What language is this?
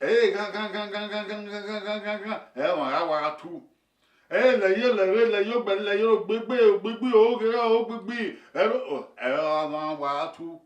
Bini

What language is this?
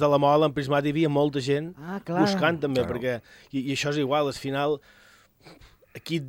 Catalan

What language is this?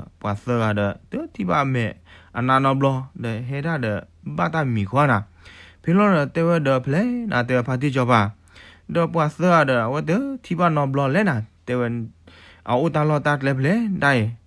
S'gaw Karen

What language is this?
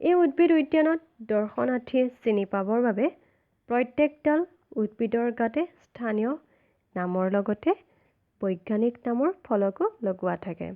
Assamese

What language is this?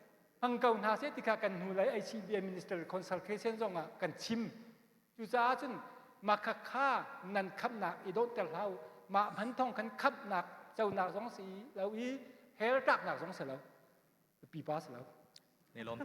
Hakha Chin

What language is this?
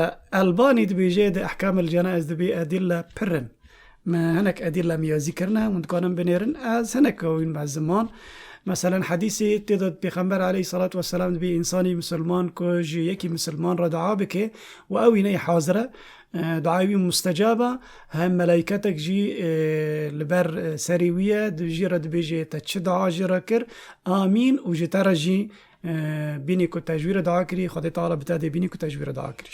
Kurdish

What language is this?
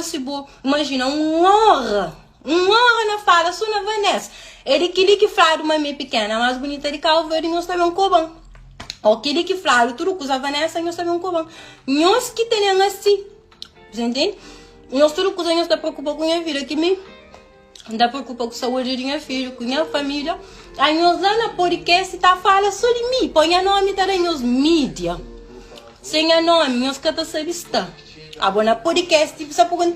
Kabuverdianu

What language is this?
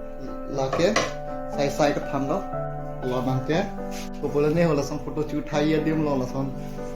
Karbi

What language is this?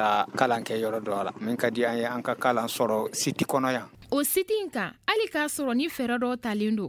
Bambara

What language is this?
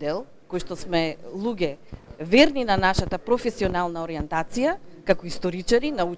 Macedonian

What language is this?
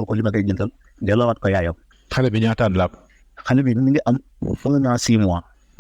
Wolof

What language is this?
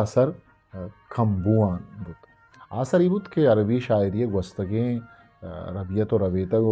Eastern Balochi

